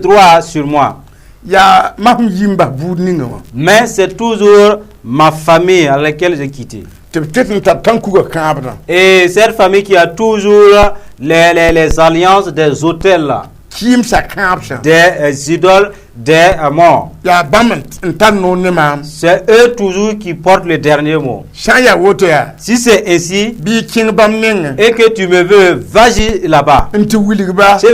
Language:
Mossi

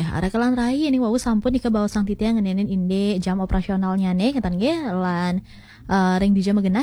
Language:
Balinese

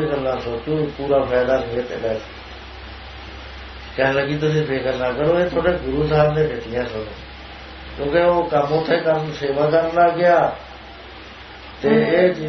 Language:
Punjabi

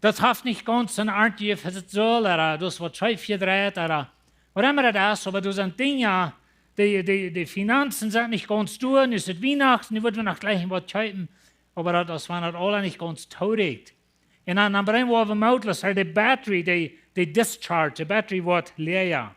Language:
Plautdietsch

